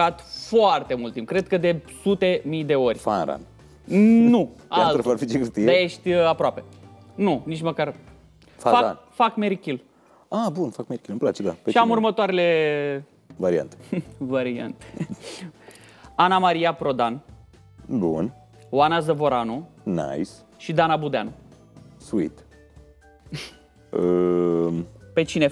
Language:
Romanian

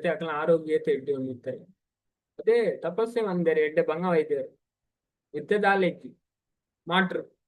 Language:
Tulu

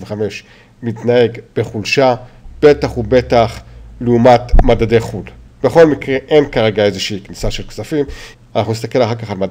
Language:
Hebrew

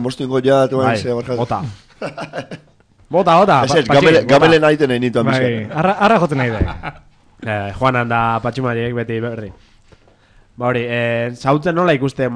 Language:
Basque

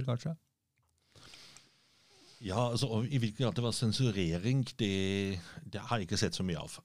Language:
Norwegian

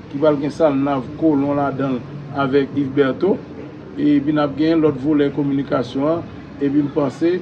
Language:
Haitian Creole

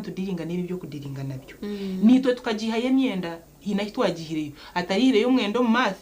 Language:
Nyankole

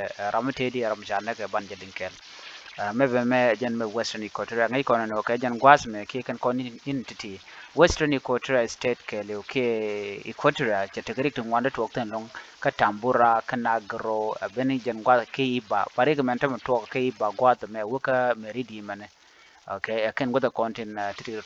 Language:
Nuer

